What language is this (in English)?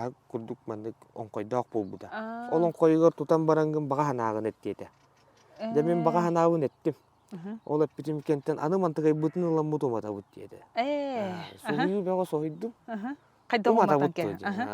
Yakut